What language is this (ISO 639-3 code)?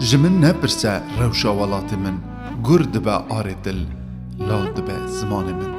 kur